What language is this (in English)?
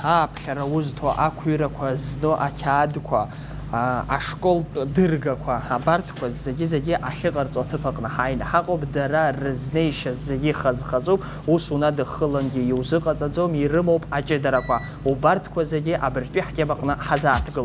Abkhazian